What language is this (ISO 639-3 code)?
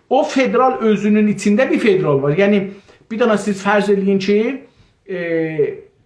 azb